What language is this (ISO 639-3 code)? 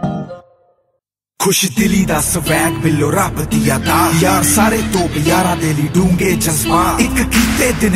pan